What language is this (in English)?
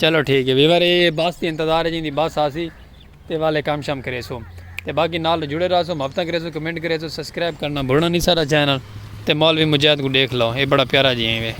Saraiki